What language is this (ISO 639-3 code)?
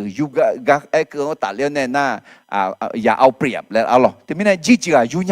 ahk